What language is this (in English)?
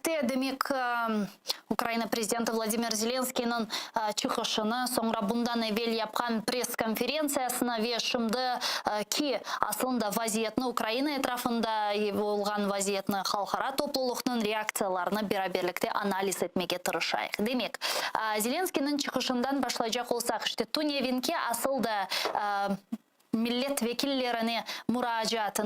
Crimean Tatar